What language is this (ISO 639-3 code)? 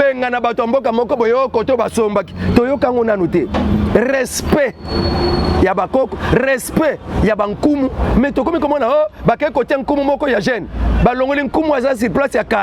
lin